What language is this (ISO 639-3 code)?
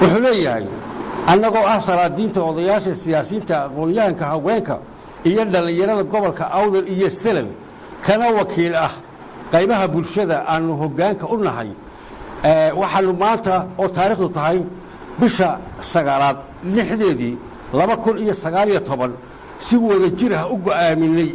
som